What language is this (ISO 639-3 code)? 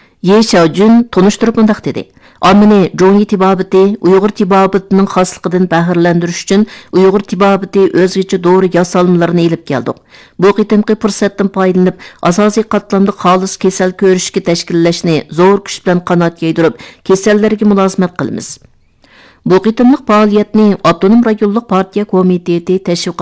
uig